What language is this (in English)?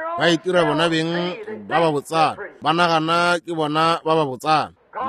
Northern Sotho